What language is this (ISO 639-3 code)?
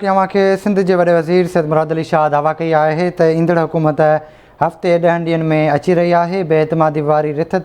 snd